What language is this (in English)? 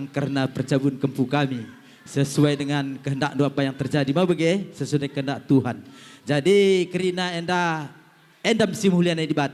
Batak Karo